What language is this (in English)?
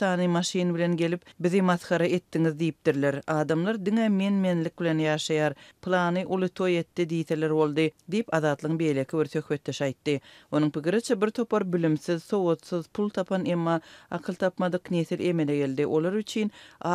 Turkmen